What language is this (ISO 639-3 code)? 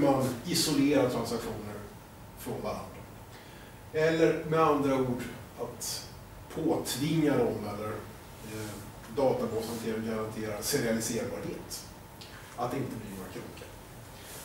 swe